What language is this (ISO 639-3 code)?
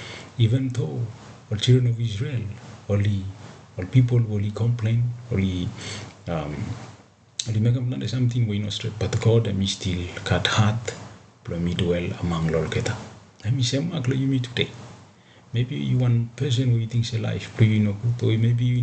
bis